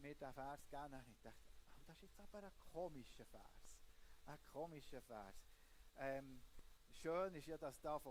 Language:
Swiss German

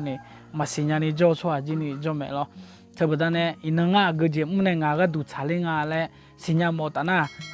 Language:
Akha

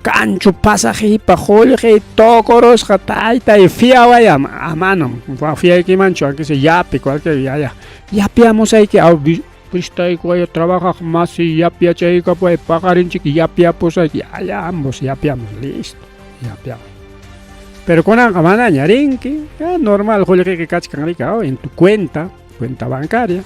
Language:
Ayacucho Quechua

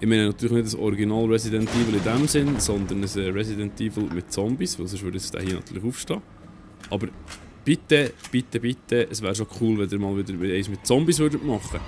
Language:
Swiss German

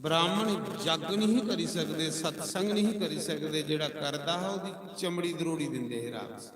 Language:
Dogri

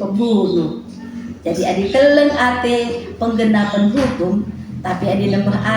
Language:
Batak Karo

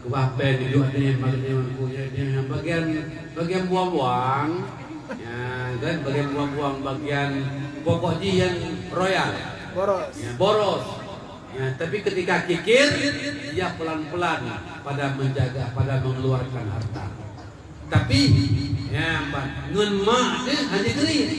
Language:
Achinese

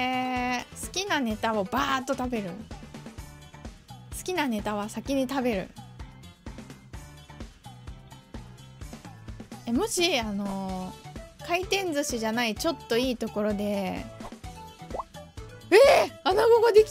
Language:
Japanese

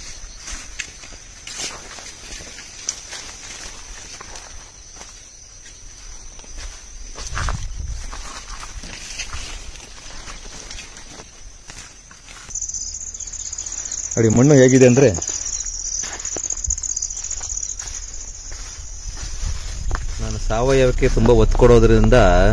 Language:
Kannada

